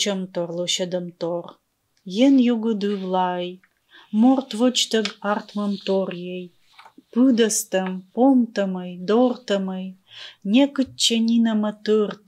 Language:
Komi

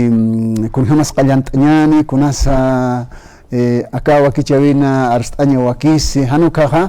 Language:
Aymara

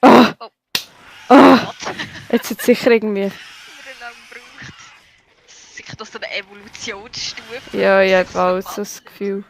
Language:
Swiss German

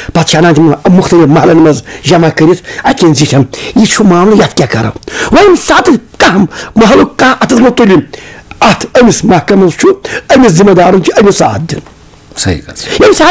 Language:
Kashmiri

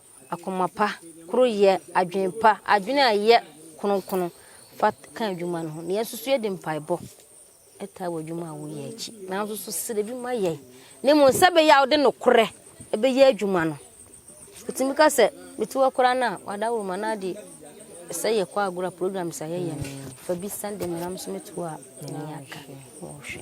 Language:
Akan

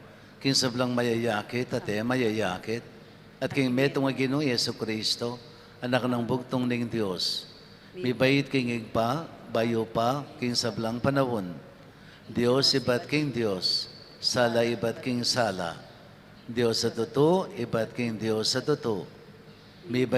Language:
Pampanga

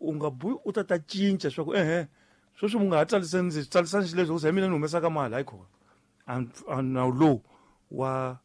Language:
Tsonga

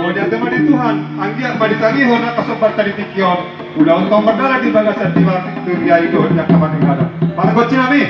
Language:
Batak Toba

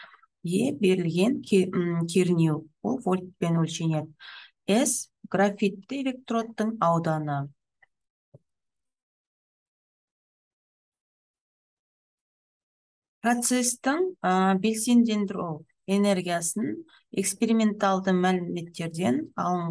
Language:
Kazakh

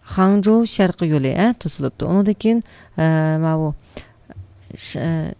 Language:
Uyghur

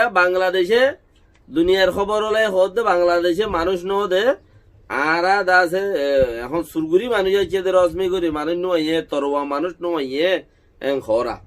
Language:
Rohingya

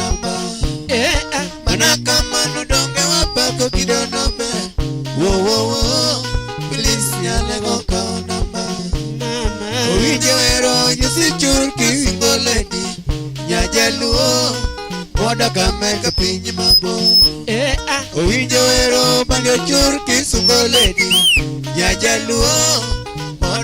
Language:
Luo (Kenya and Tanzania)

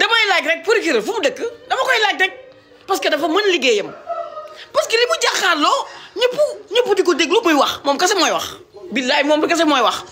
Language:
Wolof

